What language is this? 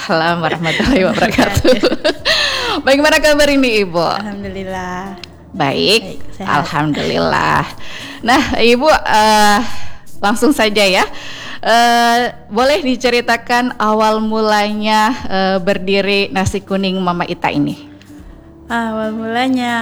Indonesian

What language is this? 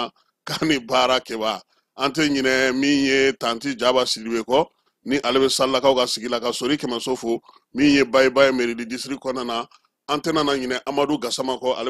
Bambara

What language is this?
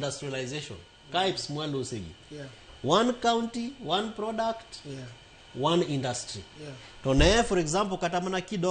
Luo (Kenya and Tanzania)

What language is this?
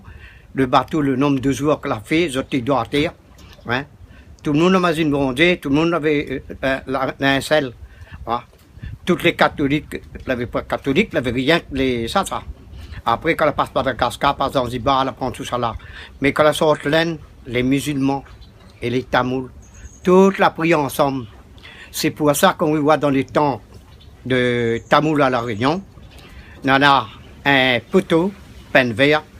Réunion Creole French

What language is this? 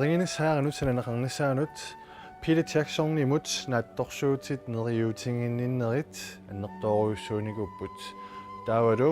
Kalaallisut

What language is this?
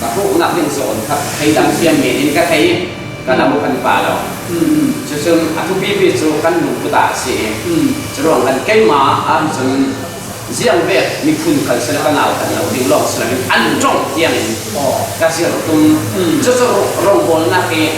Falam Chin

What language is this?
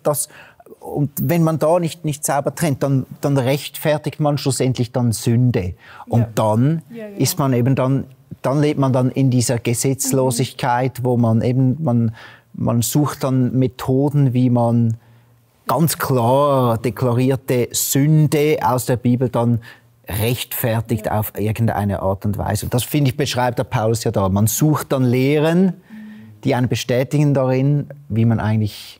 Swiss German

